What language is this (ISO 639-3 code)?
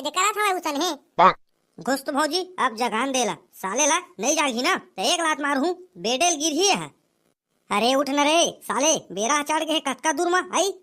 hne